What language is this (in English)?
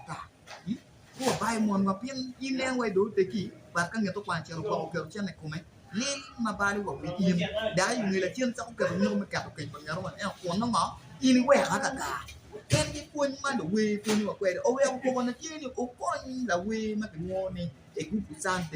Acoli